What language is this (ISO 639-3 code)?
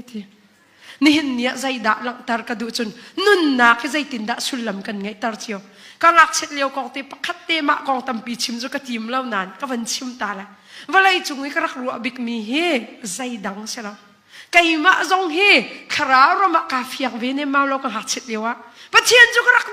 cnh